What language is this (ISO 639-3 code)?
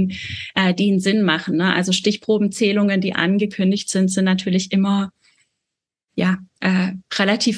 deu